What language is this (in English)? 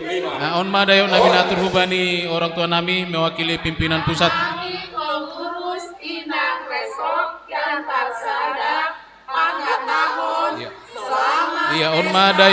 Batak Simalungun